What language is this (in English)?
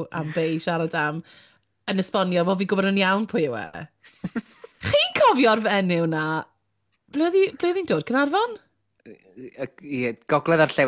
Welsh